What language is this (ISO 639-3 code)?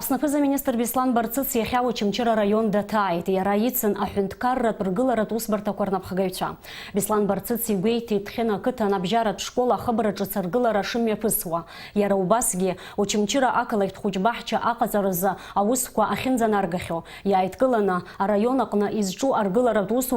abk